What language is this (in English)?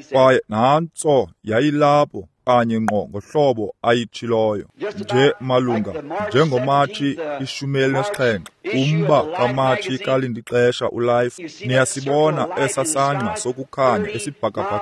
Xhosa